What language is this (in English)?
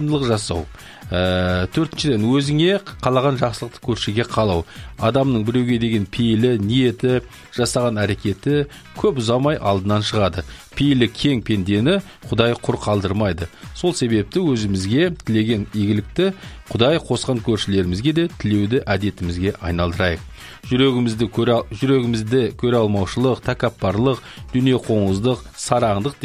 Kazakh